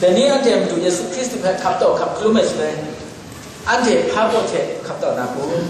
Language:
Kachin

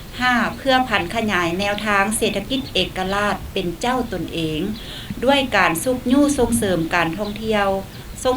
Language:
Lao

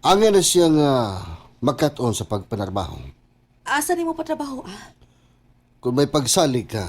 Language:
Cebuano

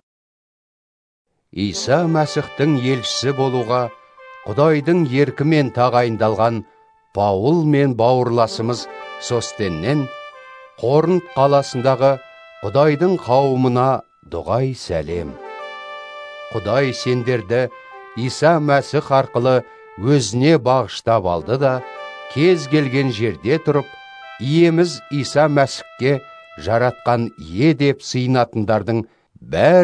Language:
Kazakh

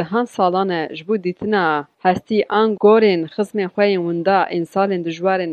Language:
Kurdish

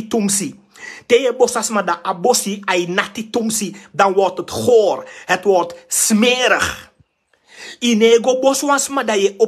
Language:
Sranan Tongo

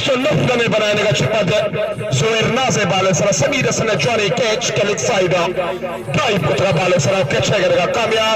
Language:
Baluchi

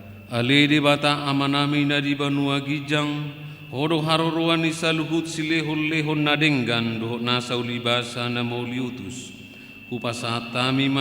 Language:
Batak Toba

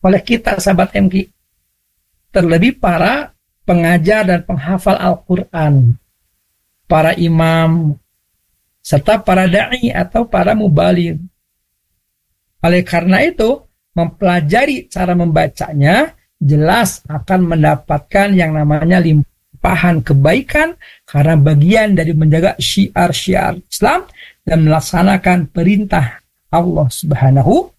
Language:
Indonesian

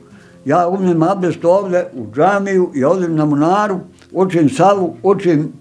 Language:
Bosnian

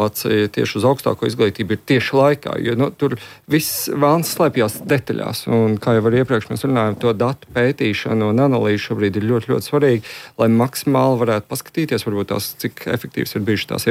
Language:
Latvian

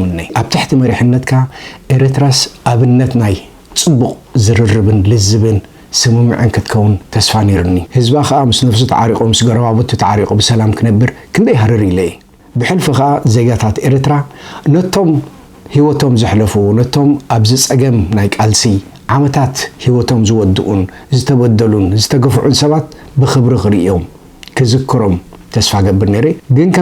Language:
Tigrinya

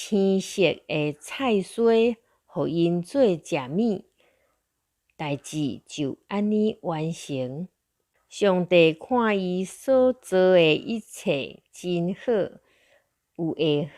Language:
Min Nan Chinese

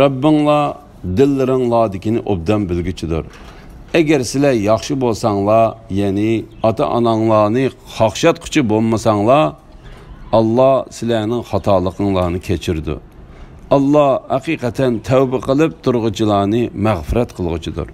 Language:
Uyghur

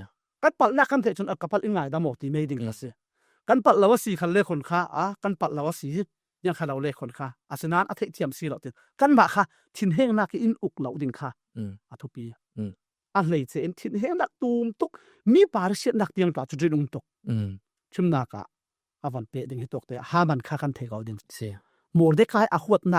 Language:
Falam Chin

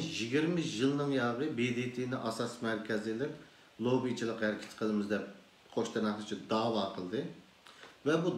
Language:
Uyghur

